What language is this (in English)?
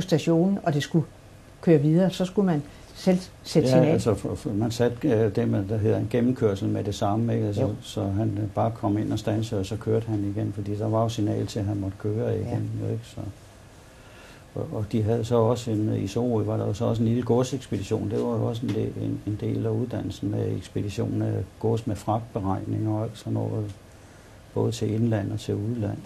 Danish